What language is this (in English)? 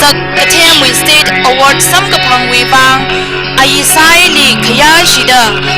Tangkhul Naga (India)